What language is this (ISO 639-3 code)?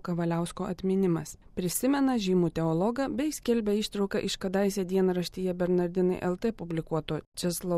lit